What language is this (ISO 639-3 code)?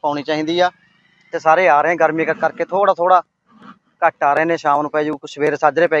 pan